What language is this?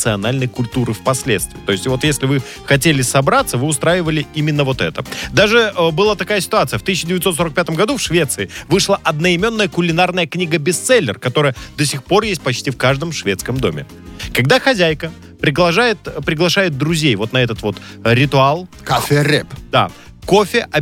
Russian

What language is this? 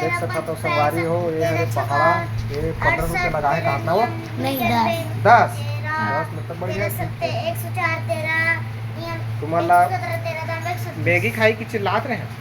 Chhattisgarhi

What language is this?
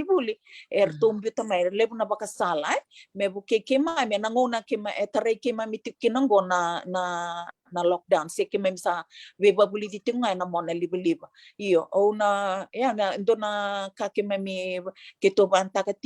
Fijian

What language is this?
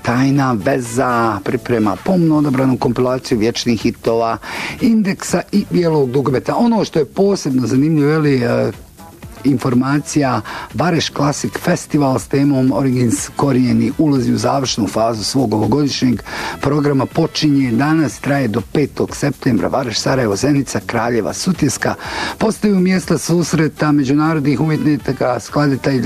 Bosnian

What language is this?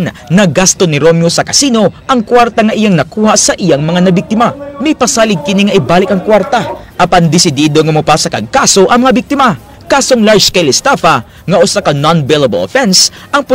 Cebuano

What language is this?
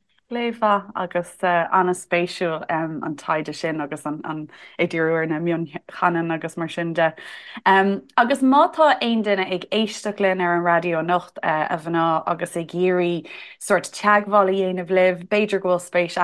Irish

